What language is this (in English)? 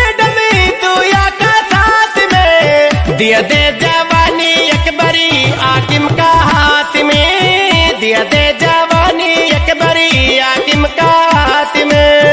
Bhojpuri